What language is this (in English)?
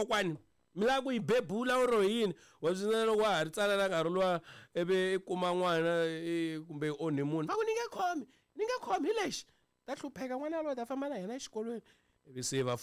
Tsonga